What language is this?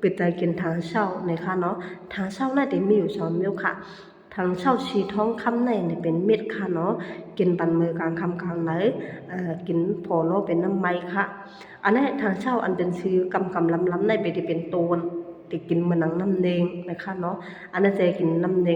Shan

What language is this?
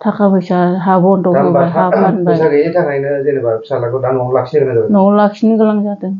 Bodo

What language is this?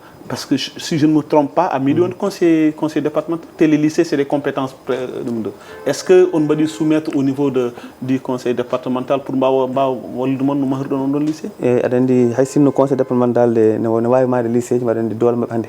Fula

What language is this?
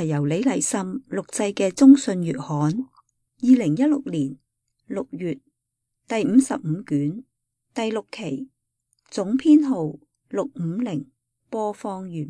Cantonese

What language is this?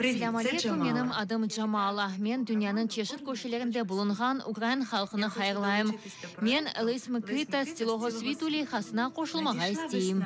Crimean Tatar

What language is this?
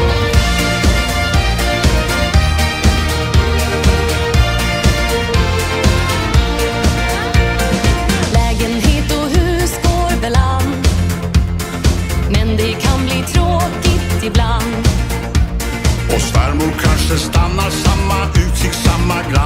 Swedish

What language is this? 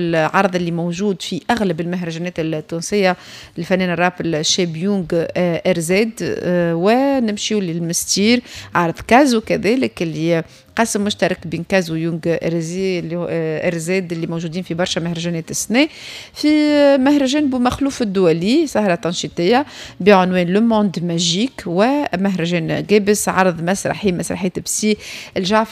Tunisian Arabic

